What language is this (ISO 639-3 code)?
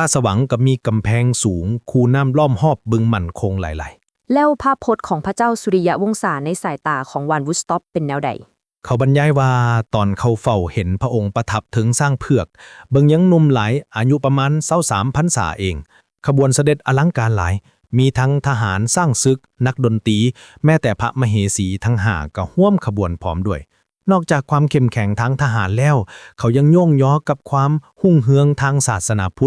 lao